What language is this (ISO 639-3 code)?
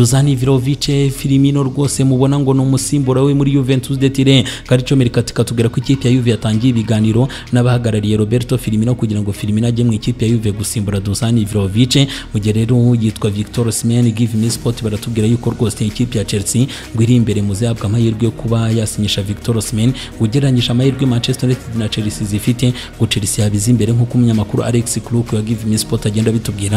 kin